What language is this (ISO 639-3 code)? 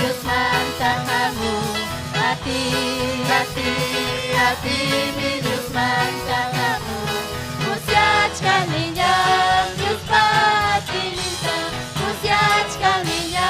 quy